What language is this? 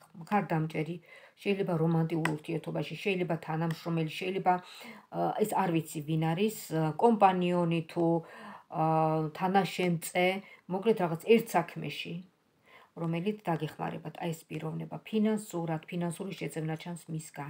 Georgian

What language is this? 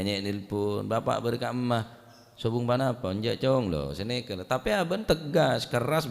Madurese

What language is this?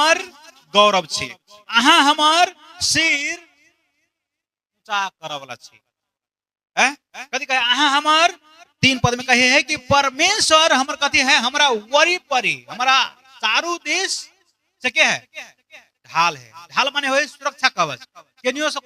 Maithili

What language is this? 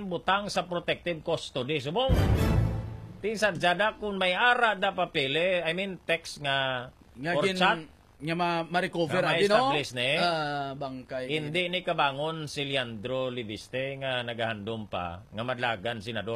Hiligaynon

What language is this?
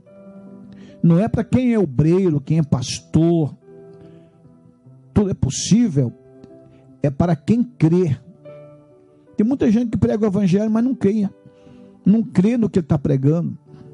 Portuguese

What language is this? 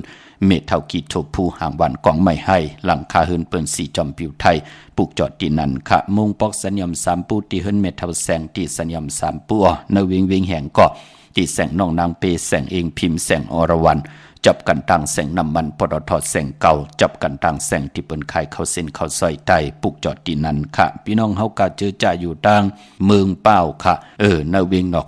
Shan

